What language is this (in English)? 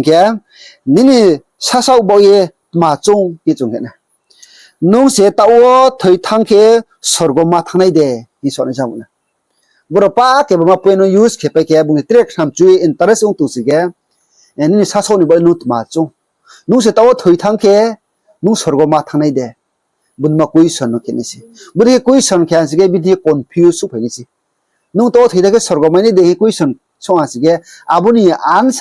Riang (India)